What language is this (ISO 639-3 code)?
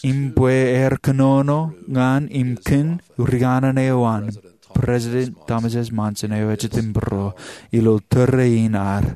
mah